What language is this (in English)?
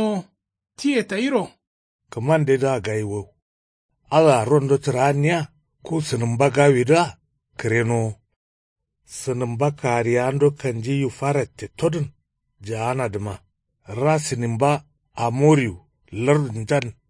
Kanuri